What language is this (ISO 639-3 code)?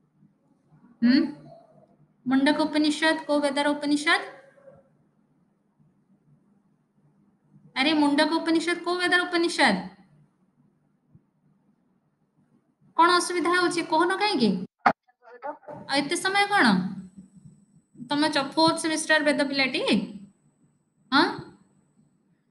ori